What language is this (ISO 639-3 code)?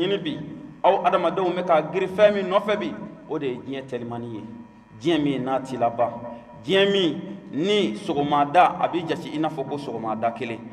bam